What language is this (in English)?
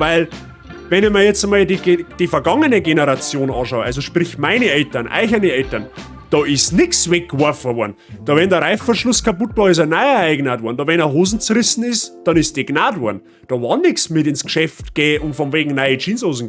Bavarian